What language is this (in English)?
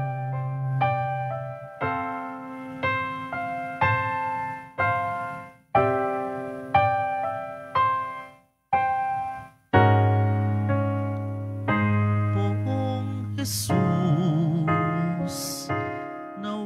Filipino